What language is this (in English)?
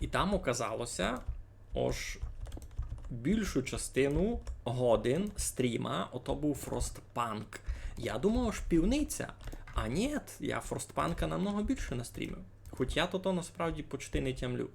Rusyn